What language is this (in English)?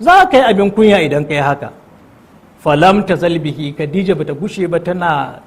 Hausa